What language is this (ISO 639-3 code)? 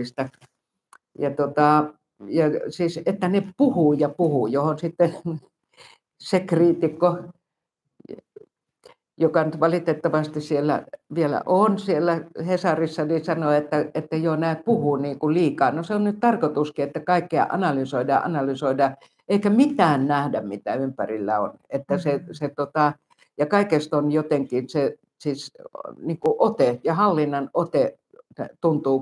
fin